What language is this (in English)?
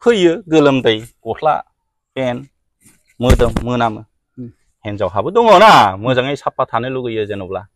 Bodo